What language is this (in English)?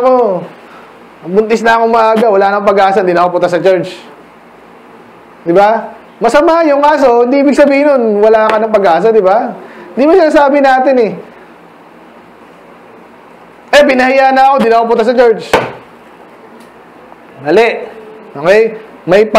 Filipino